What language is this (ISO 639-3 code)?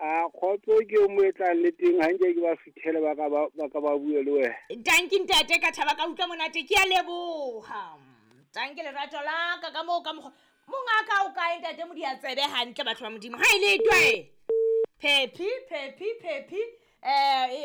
sot